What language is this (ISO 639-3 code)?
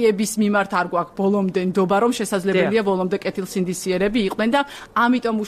kat